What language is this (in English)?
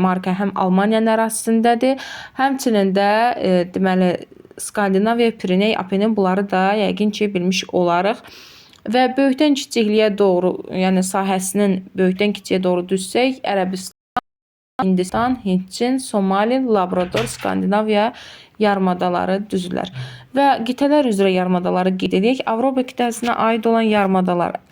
Azerbaijani